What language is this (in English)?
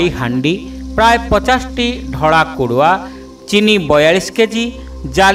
Odia